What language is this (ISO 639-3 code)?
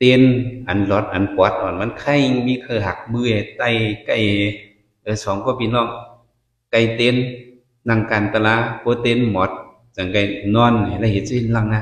shn